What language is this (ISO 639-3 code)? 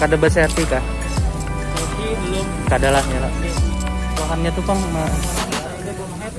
bjn